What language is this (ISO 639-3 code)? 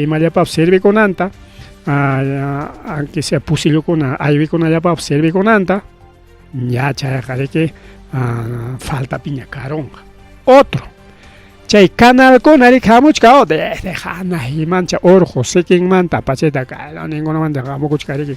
quy